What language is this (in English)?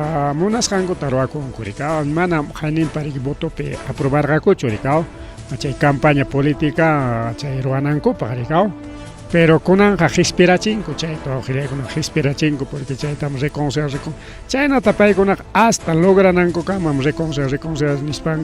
Ayacucho Quechua